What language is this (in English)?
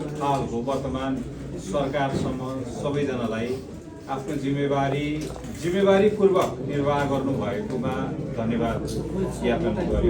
Nepali